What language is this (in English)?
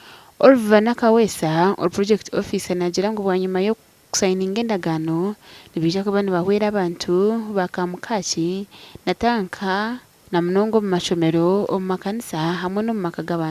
Nyankole